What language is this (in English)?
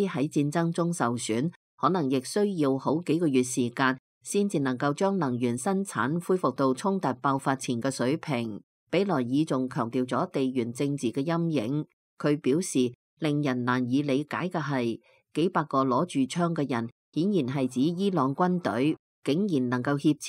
Cantonese